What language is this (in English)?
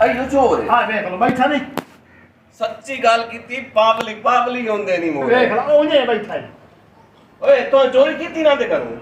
Saraiki